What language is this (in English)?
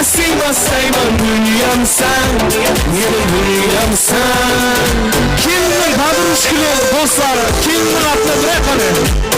Kara-Kalpak